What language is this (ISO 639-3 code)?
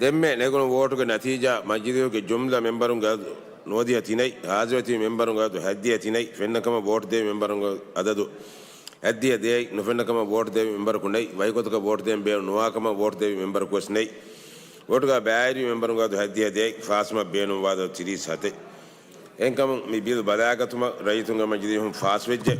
div